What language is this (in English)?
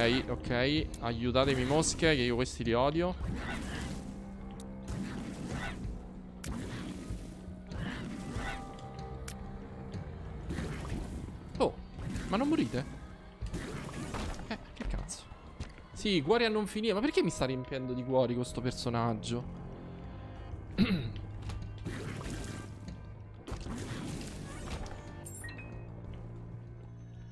Italian